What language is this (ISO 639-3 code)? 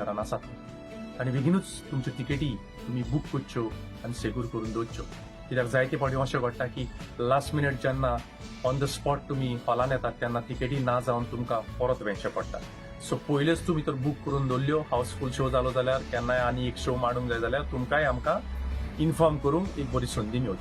kok